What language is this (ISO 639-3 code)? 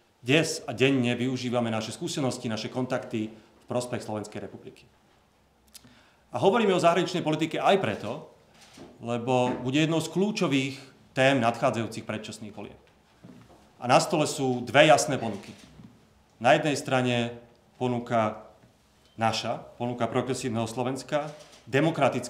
slk